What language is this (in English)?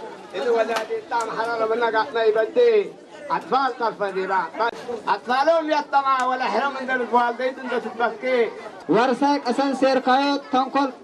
Tigrinya